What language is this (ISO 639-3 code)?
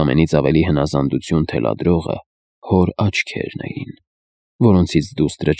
hye